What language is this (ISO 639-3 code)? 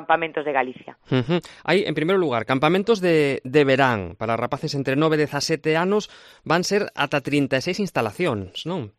glg